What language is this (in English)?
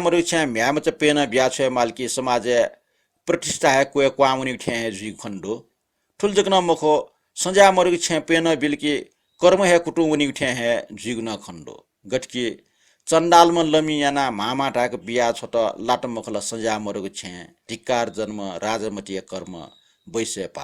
Newari